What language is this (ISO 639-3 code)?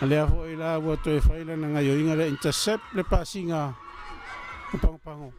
smo